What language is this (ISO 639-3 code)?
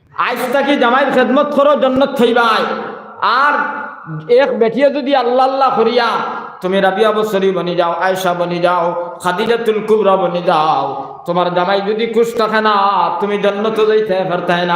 syl